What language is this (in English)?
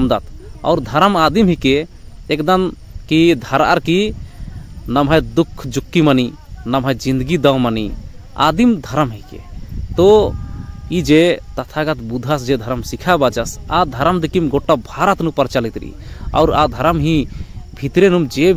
Kurukh